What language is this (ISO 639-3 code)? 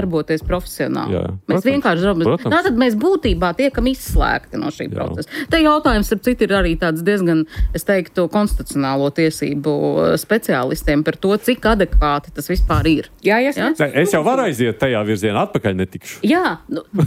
lav